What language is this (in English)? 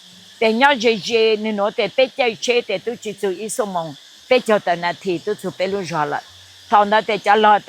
Hmong